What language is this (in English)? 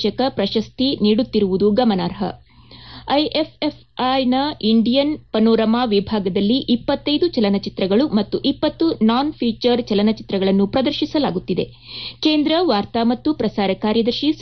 Kannada